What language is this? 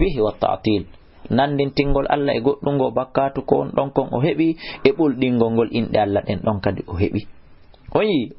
Fula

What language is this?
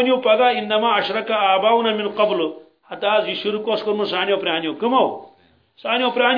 Kashmiri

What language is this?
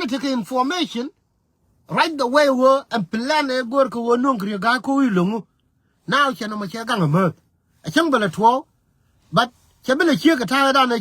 Nuer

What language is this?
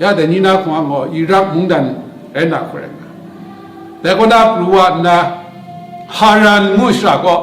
Kachin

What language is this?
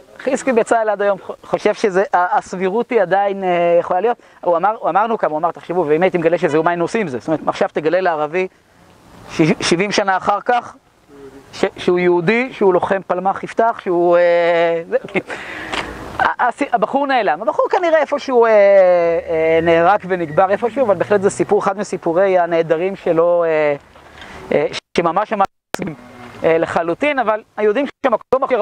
Hebrew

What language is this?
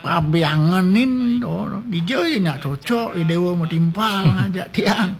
Balinese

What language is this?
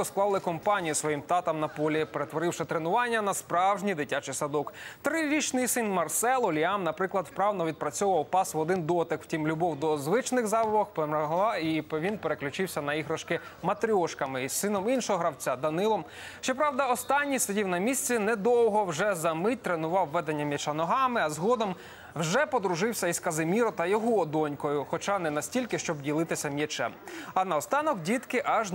Ukrainian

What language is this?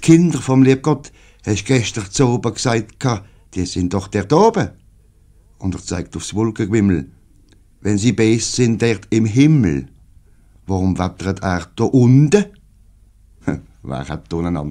Swiss German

